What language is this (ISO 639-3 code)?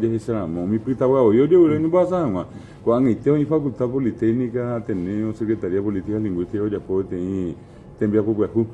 grn